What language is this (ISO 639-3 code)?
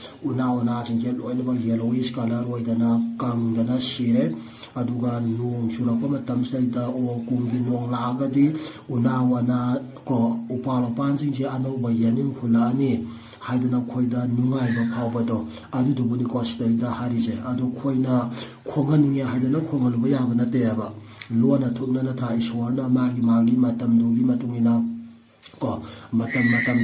mni